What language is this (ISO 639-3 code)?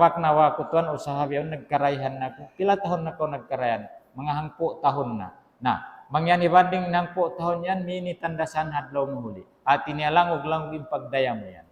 tsg